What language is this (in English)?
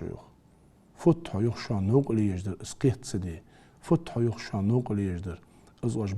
Ingush